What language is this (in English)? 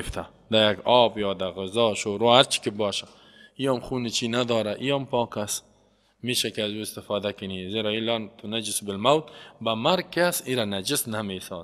Persian